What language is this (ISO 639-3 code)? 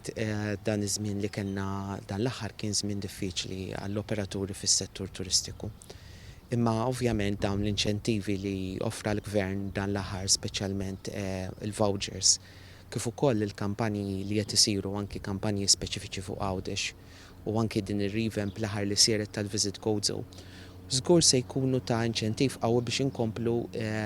mlt